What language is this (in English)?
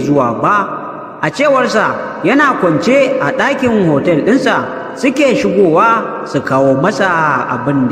Hausa